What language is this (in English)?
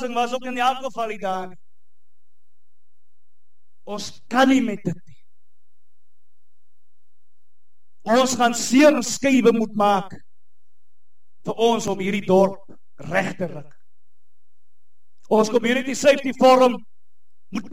Afrikaans